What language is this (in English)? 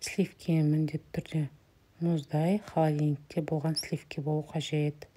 Kazakh